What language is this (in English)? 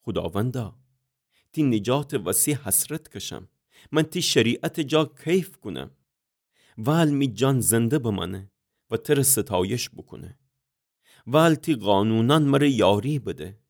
Gilaki